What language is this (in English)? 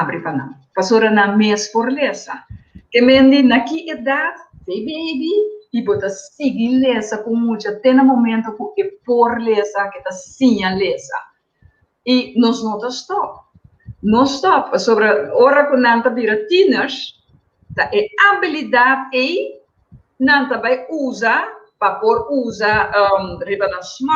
Papiamento